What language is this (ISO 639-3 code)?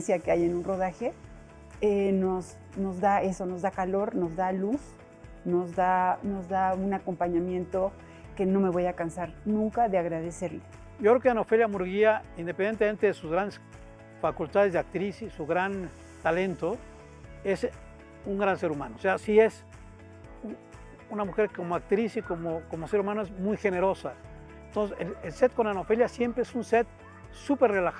spa